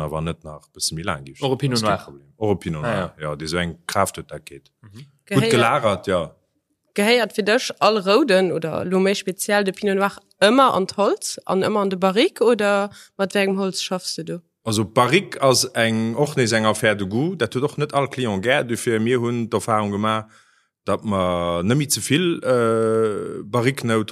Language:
Luxembourgish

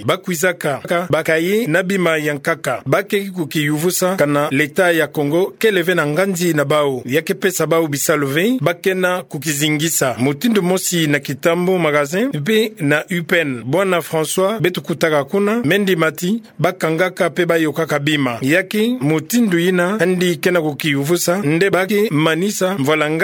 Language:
Kituba (Democratic Republic of Congo)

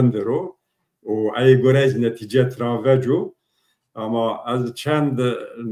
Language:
Zaza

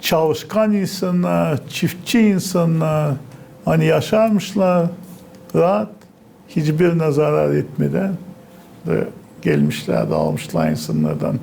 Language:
Gagauz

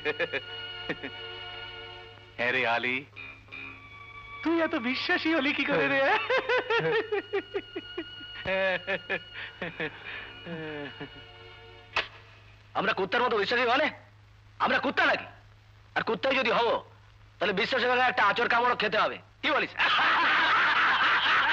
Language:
Bangla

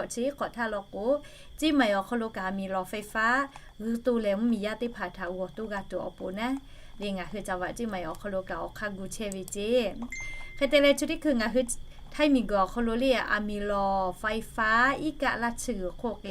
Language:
Lahu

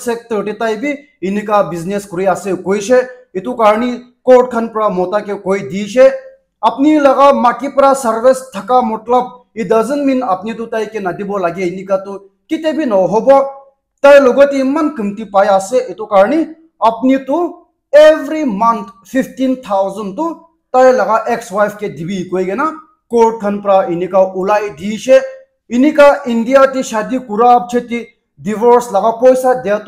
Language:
Naga Pidgin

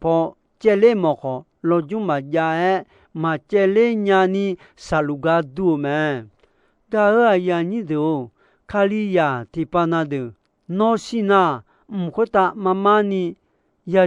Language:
Akha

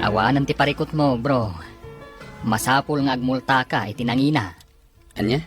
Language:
Iloko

